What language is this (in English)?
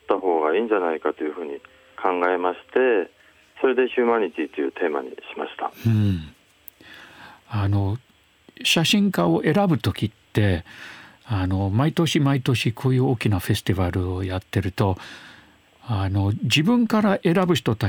Japanese